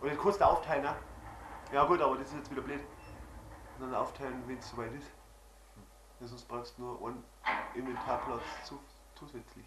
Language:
Bavarian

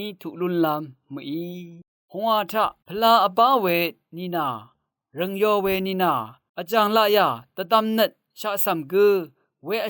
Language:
Rawang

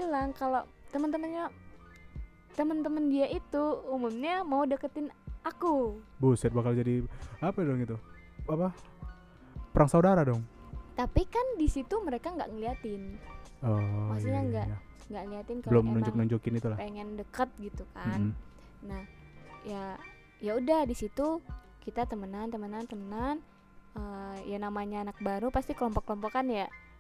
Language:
Indonesian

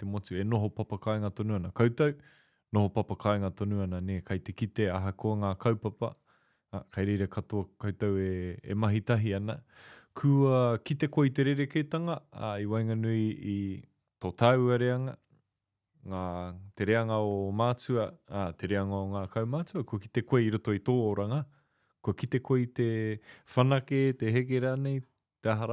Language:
Māori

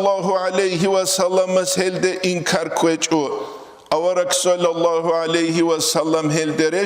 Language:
Avaric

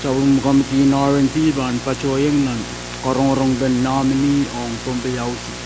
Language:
Pohnpeian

